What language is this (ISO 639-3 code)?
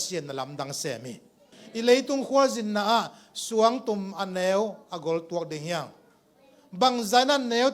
ctd